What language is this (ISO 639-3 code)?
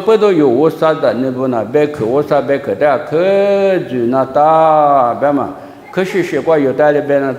lis